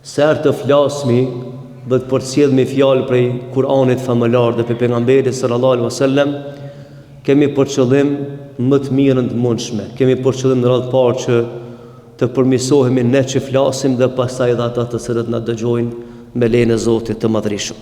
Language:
Albanian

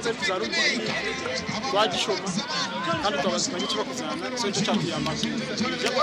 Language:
Nyankole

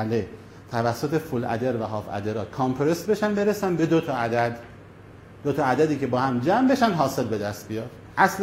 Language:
Persian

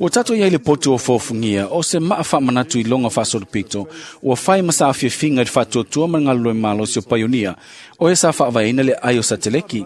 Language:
Samoan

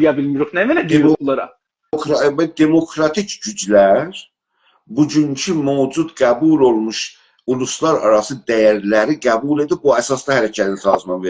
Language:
South Azerbaijani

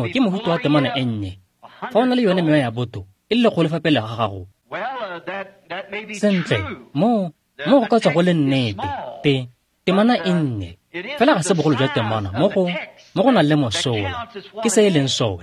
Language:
Tswana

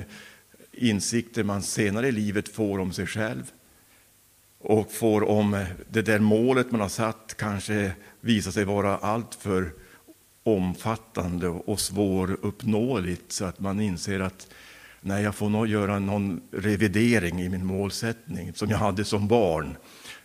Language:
Swedish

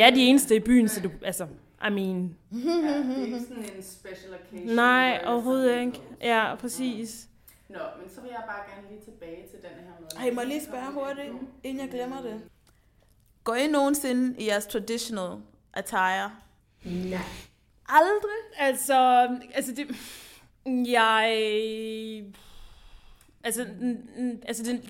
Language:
Danish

